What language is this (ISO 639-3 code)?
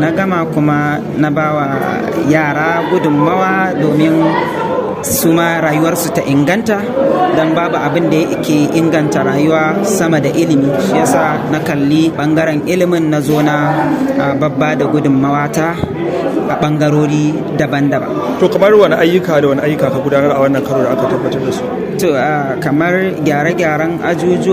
hau